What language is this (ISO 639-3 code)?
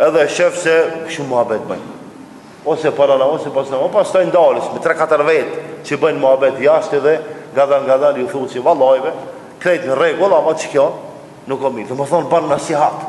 sqi